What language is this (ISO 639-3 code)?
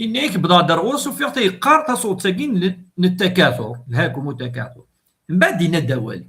kab